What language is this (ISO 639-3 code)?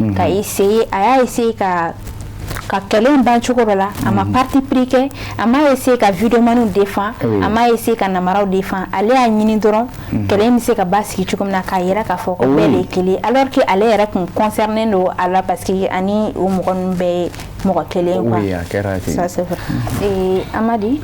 bam